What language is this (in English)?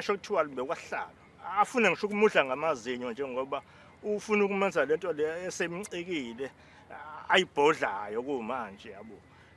Zulu